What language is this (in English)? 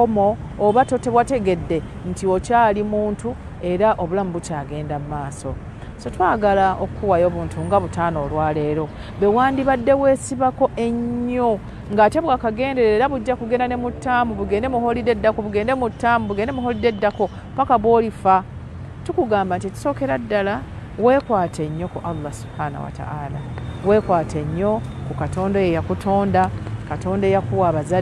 Ganda